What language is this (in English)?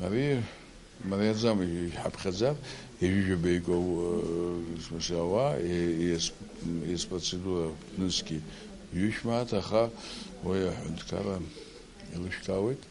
Abkhazian